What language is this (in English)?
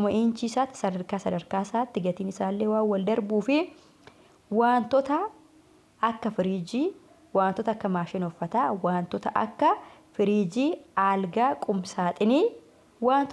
Oromo